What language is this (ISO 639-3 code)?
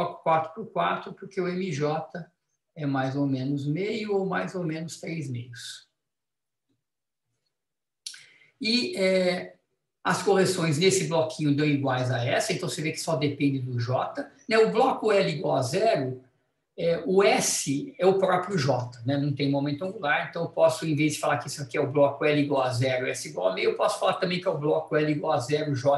por